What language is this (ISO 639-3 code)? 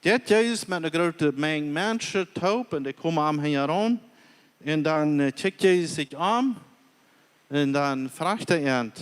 pdt